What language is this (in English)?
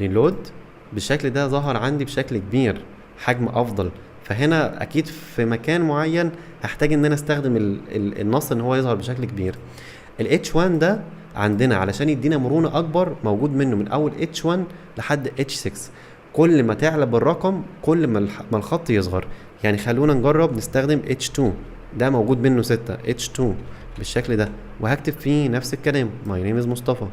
Egyptian Arabic